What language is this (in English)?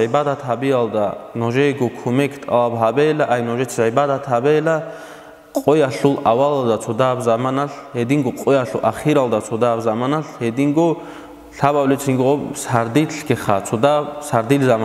Avaric